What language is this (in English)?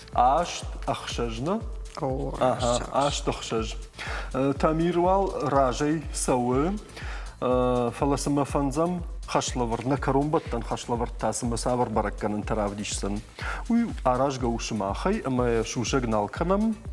Ossetic